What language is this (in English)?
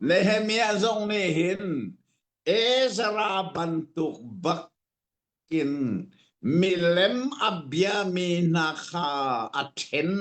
Hakha Chin